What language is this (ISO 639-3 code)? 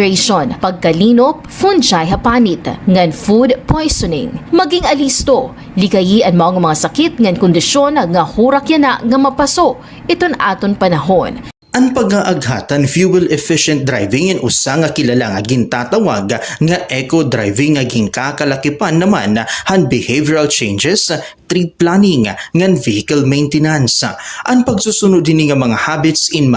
war